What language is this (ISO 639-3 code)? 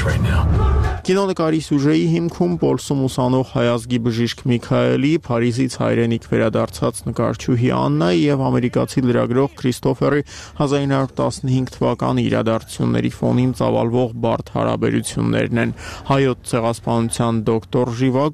hye